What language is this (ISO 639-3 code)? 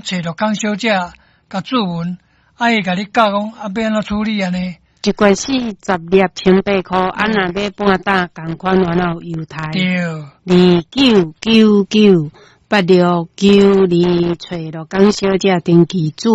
nan